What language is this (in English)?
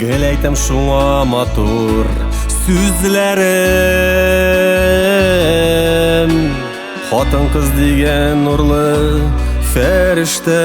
Tatar